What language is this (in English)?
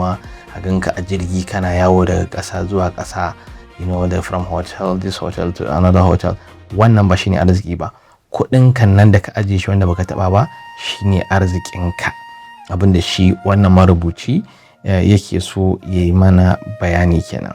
Hausa